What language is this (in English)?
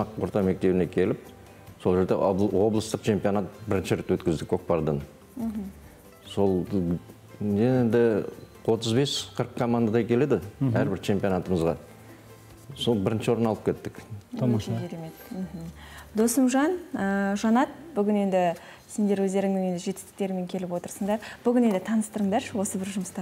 Kazakh